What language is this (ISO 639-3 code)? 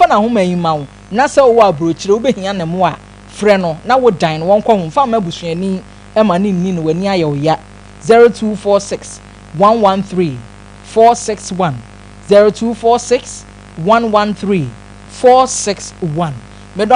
aka